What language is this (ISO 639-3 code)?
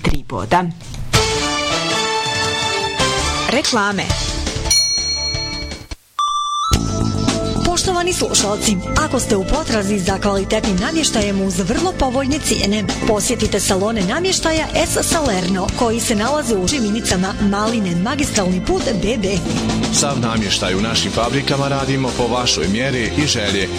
bos